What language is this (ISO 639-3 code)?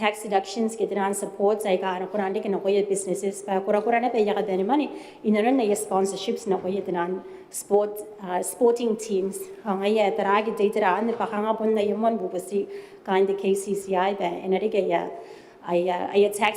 gil